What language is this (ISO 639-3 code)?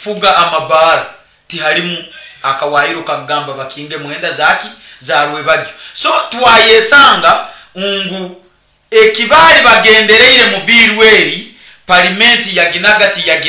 nyo